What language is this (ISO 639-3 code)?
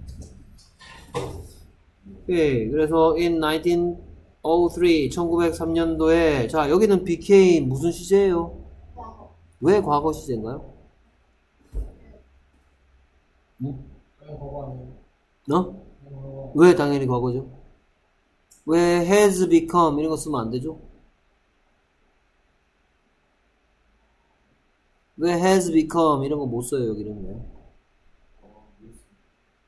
kor